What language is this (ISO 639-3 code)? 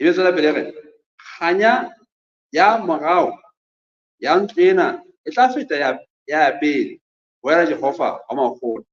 sot